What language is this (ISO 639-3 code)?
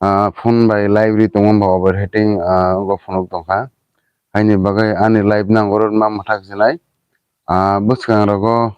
trp